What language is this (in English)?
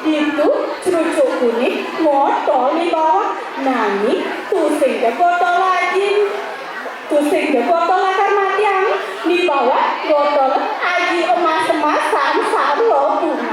Balinese